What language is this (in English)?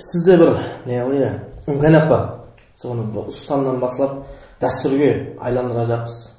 Kara-Kalpak